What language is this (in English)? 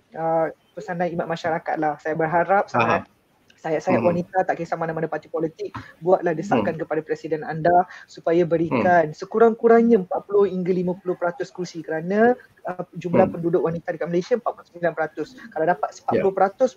Malay